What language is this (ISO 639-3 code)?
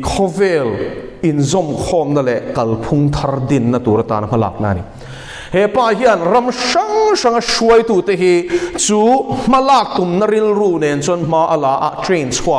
lus